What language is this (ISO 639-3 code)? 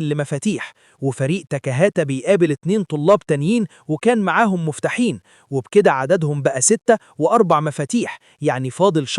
arz